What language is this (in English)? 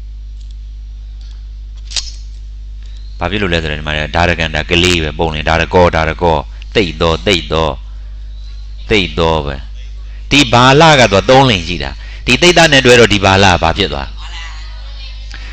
Burmese